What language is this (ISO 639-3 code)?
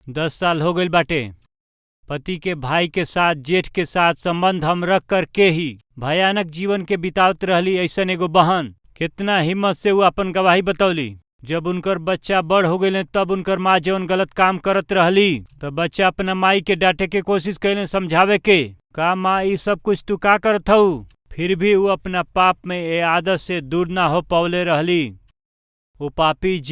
bho